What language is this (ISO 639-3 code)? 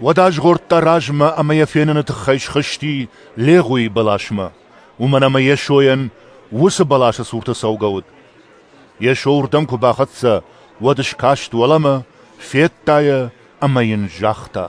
oss